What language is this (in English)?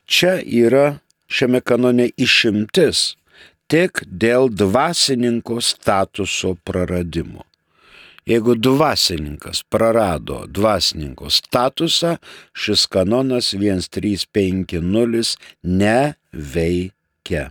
Lithuanian